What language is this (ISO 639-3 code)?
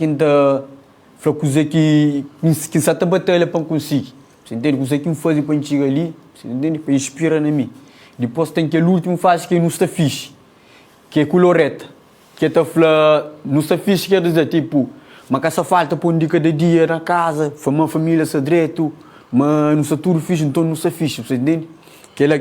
kea